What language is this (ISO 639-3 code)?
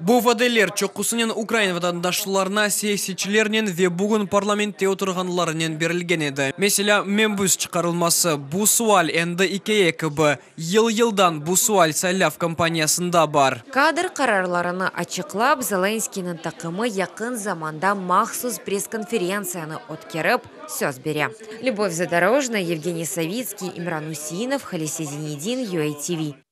crh